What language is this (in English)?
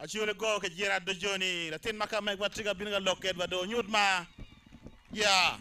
Acoli